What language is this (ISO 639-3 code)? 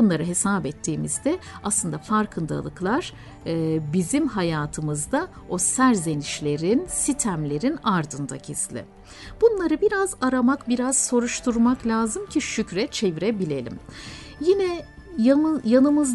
tur